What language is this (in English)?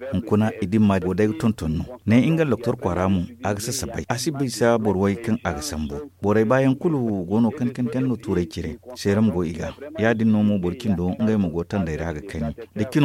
Zarma